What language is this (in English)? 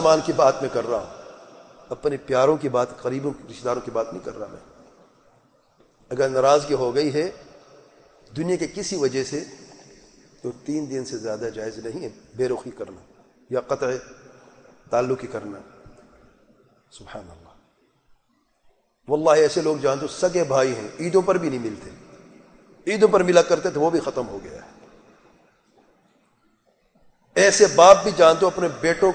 Urdu